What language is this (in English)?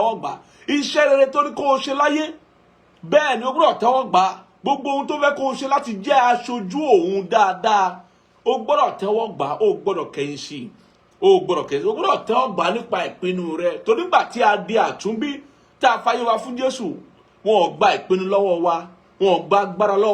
Yoruba